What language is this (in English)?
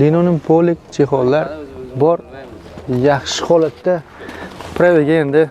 Uzbek